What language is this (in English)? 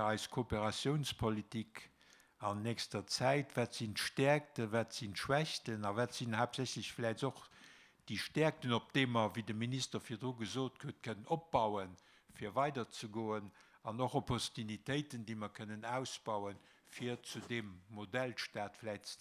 Luxembourgish